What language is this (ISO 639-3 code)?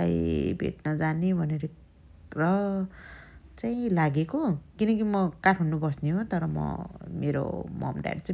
nep